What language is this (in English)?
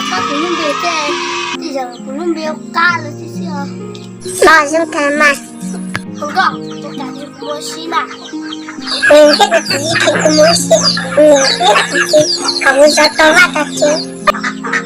Hmong